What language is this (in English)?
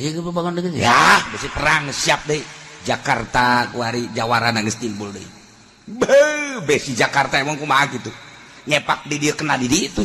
Sundanese